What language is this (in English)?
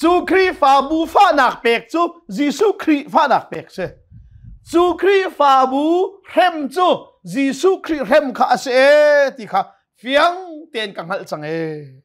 Hakha Chin